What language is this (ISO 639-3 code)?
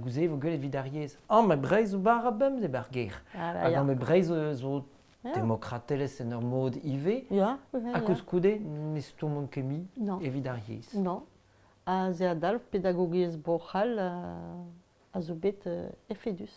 bre